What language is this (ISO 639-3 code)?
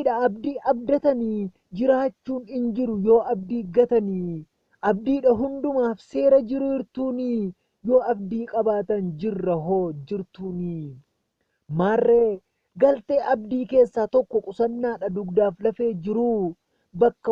orm